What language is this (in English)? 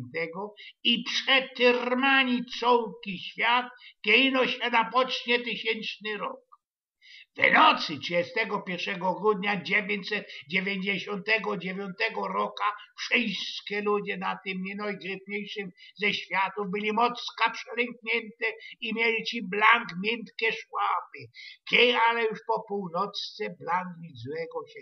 Silesian